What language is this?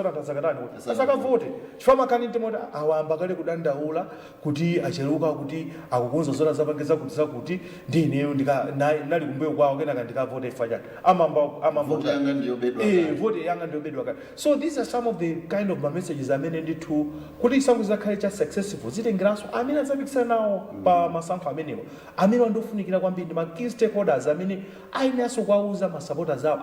Nyanja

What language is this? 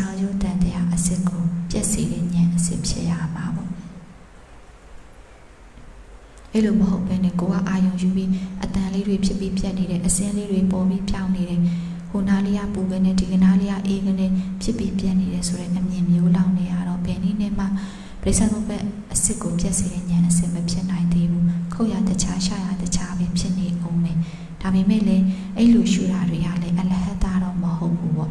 Burmese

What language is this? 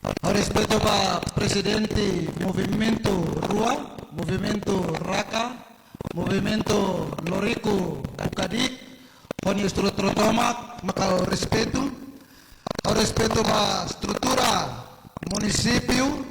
Tetum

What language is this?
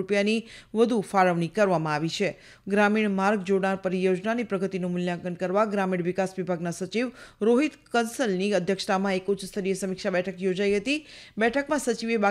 Gujarati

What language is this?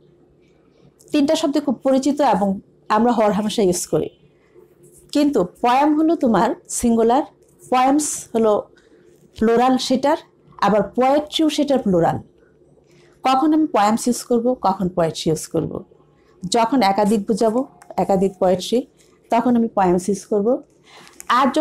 Bangla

